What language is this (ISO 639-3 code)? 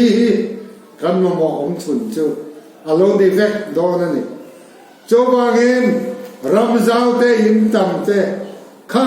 lus